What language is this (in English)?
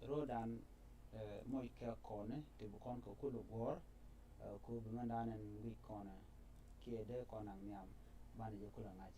Nuer